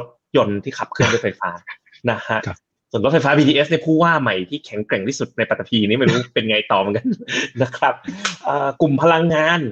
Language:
Thai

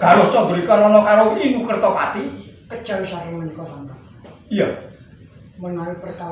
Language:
Javanese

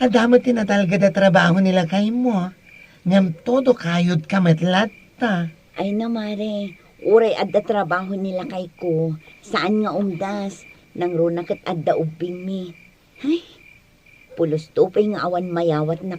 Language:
Iloko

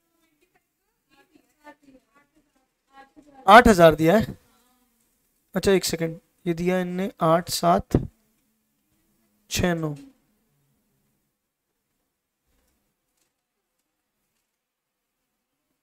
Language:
Hindi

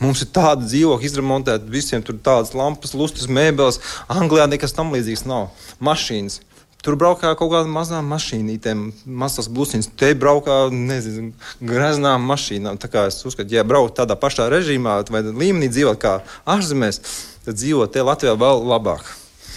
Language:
Latvian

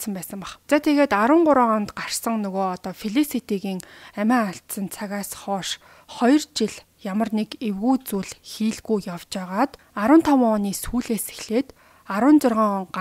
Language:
Mongolian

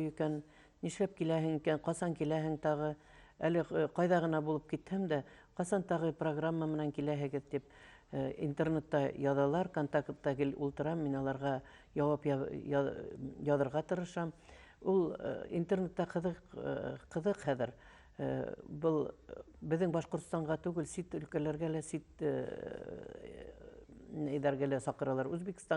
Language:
Bashkir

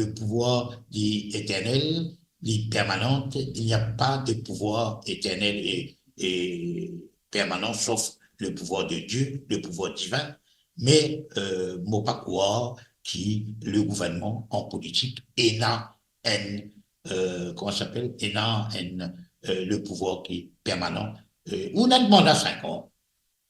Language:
Morisyen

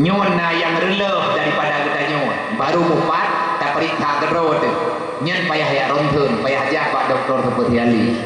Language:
Achinese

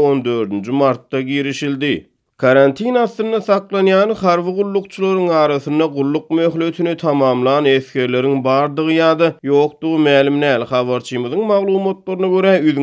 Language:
Turkmen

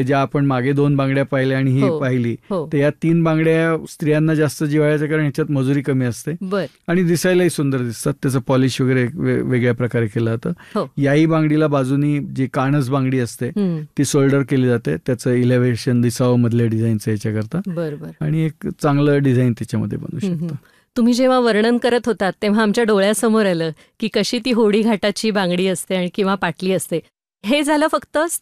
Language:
Marathi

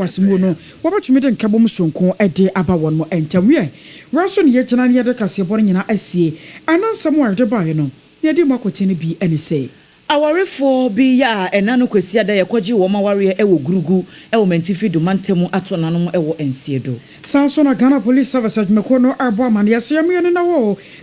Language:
Akan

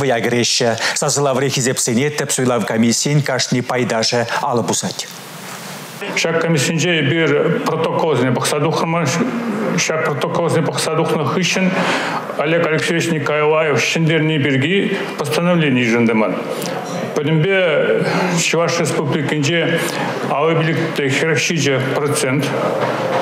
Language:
Chuvash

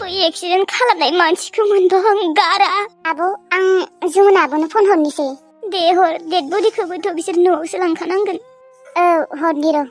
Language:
Bodo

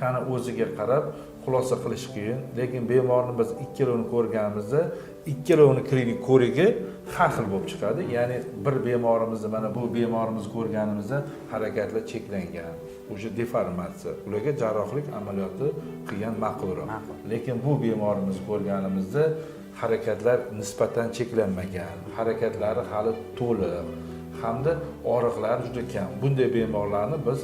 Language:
Uzbek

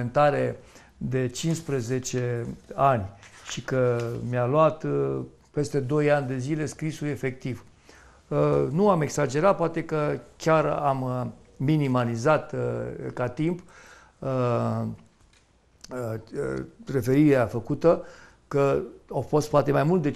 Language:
Romanian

